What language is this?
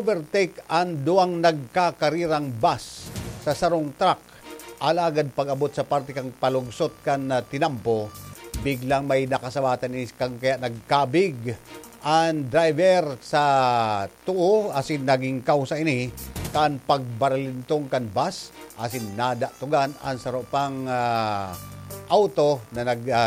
Bikol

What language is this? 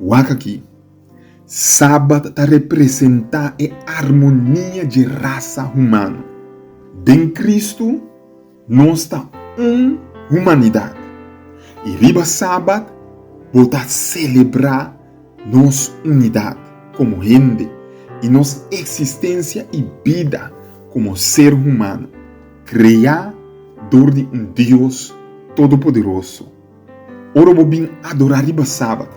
Papiamento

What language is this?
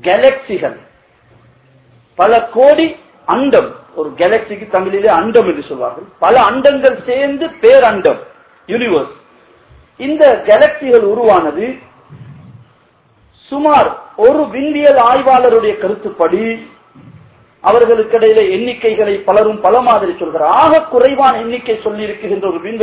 Tamil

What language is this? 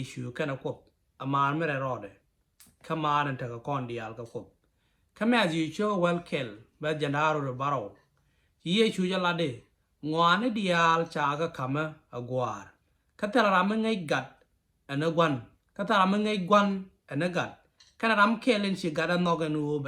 Nuer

